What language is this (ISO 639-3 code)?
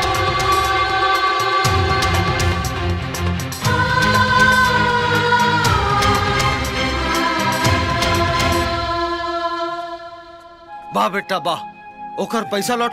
bho